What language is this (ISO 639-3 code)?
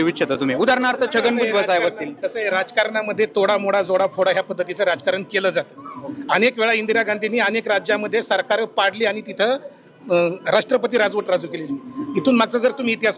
mar